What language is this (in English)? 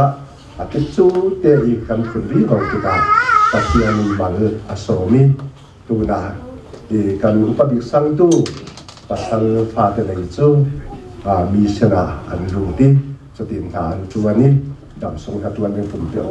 Falam Chin